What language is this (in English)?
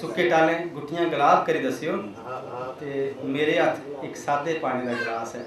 Dogri